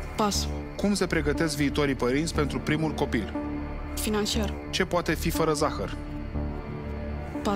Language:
Romanian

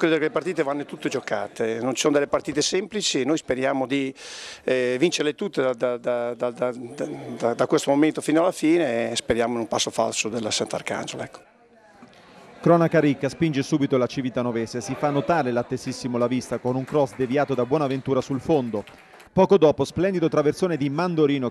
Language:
Italian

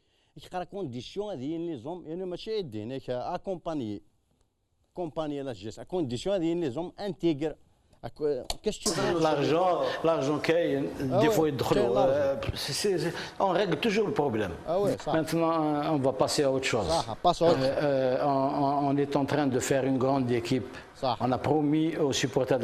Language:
Kabyle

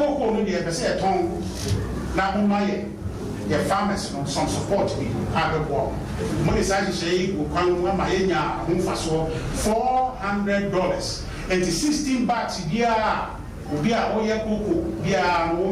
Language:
Akan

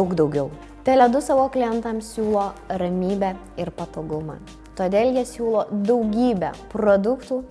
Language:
Lithuanian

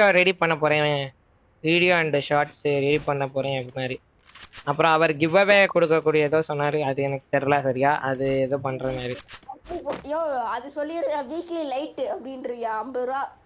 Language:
Tamil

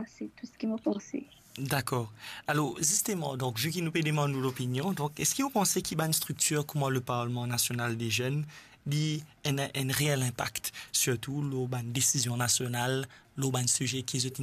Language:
Morisyen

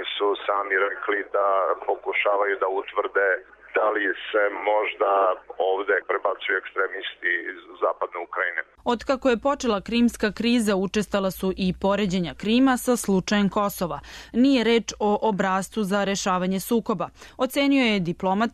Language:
Serbian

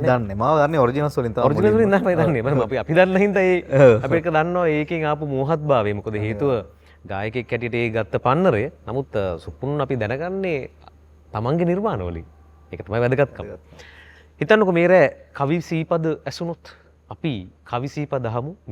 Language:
Sinhala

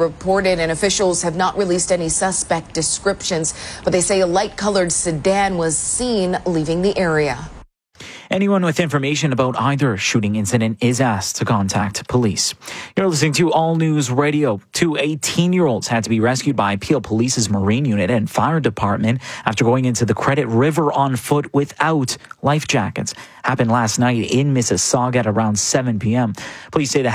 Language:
English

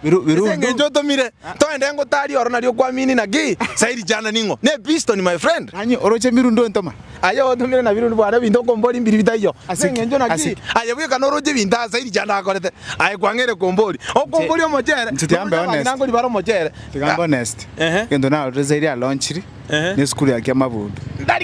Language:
Gusii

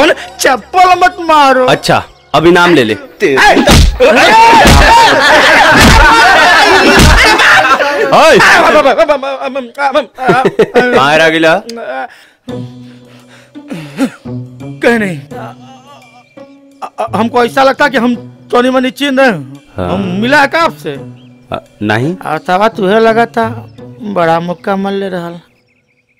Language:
Bhojpuri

